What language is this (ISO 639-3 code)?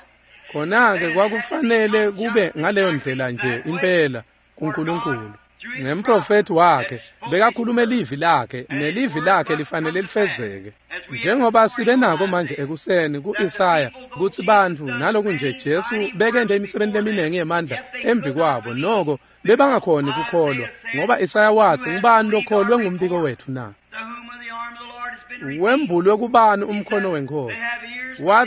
ssw